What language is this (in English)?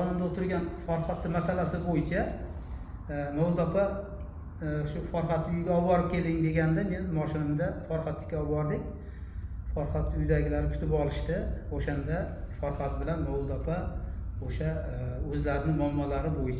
Uzbek